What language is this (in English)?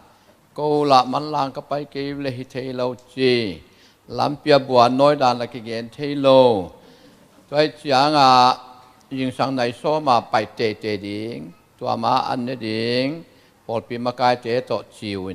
Tedim Chin